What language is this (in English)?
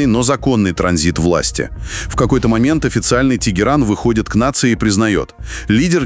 Russian